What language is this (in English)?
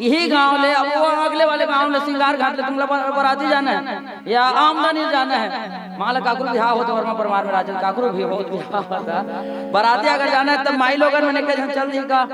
Chhattisgarhi